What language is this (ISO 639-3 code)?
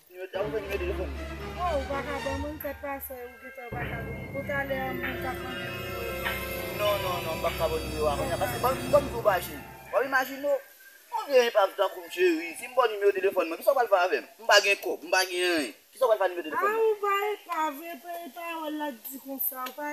hat